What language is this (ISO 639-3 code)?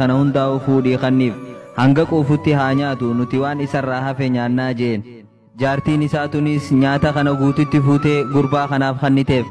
orm